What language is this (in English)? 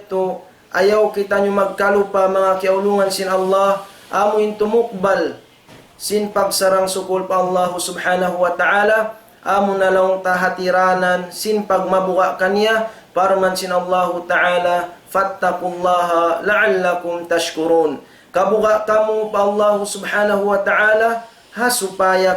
Tausug